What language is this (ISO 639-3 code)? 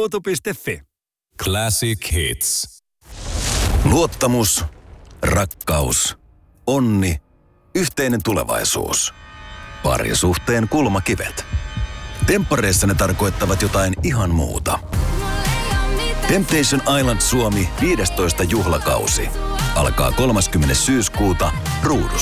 fin